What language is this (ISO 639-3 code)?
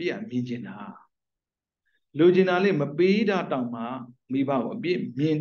mya